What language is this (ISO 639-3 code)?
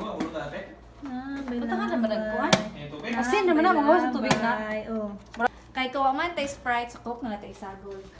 ceb